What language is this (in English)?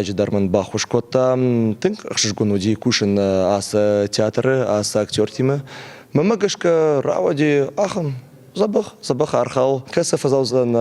Ossetic